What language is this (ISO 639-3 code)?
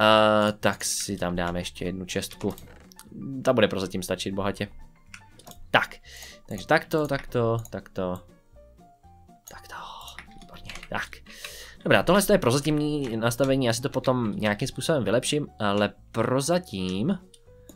ces